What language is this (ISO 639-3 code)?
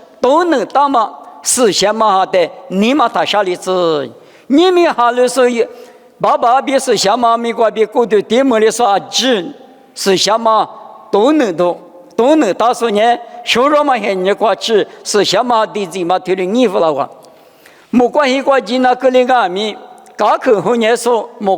lis